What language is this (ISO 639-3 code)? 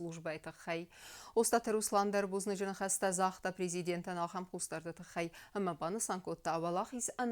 oss